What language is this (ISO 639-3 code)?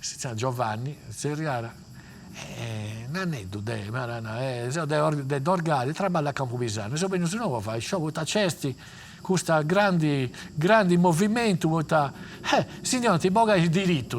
srd